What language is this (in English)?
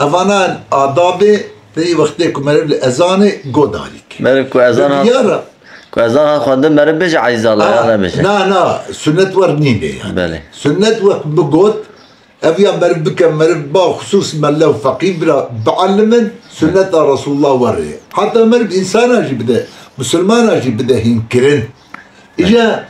Kurdish